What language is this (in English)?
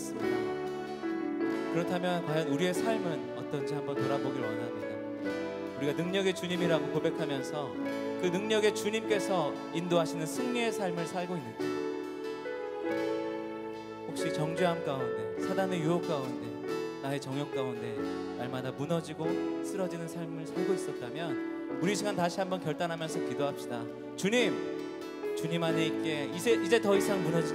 Korean